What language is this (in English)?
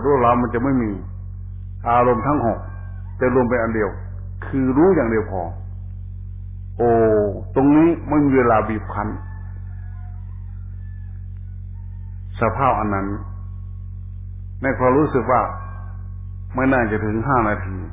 Thai